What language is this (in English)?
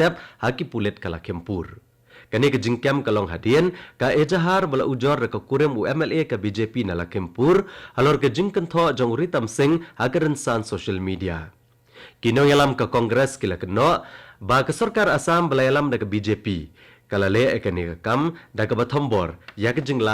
Khasi